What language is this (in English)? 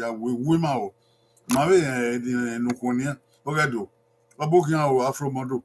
Bini